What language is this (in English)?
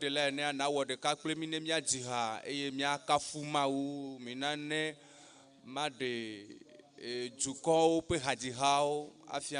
Ewe